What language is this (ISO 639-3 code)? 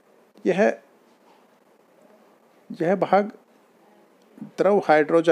hin